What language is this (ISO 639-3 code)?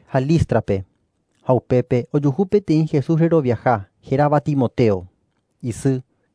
grn